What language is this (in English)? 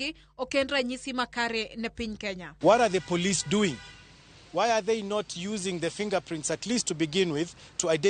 Luo (Kenya and Tanzania)